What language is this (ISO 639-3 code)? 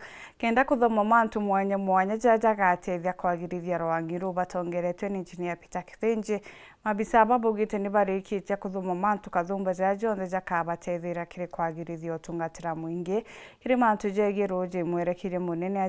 mer